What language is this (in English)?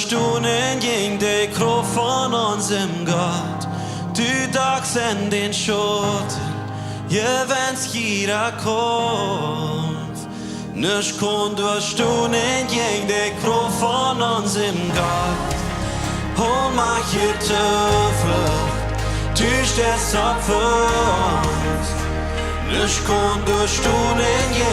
Plautdietsch